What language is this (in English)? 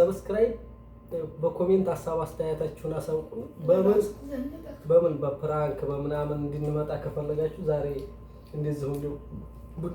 Amharic